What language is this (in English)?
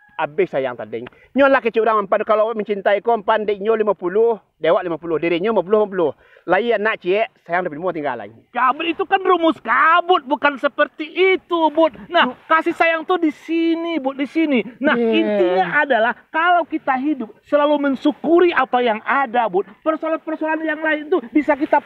Minangkabau